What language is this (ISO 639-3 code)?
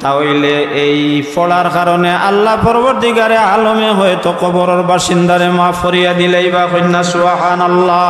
syl